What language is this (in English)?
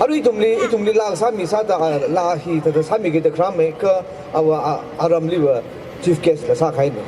Tangkhul Naga (India)